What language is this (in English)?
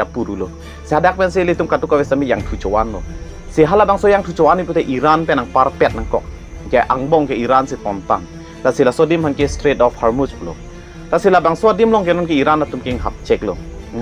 Karbi